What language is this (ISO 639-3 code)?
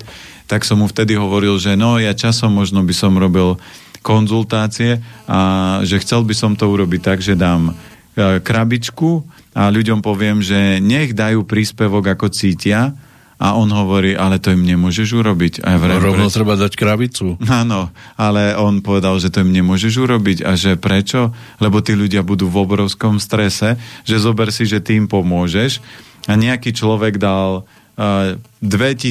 slk